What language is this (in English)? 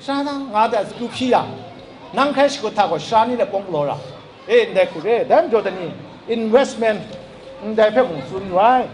Kachin